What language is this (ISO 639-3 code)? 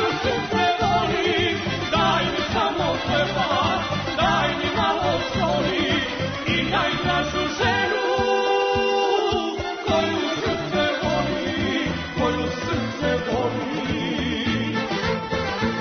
srp